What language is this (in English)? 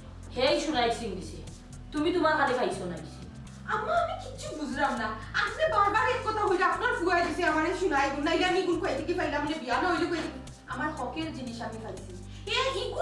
Sylheti